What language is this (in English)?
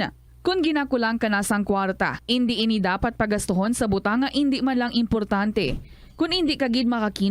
Hiligaynon